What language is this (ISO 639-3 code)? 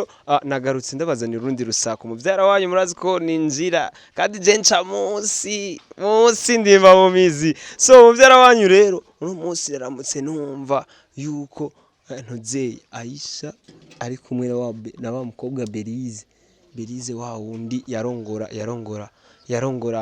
run